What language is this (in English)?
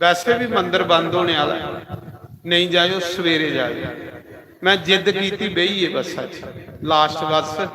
Dogri